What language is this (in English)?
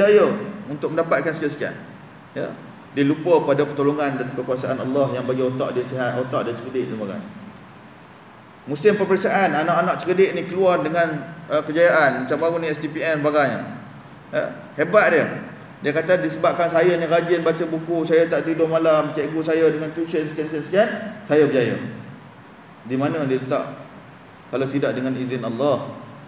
Malay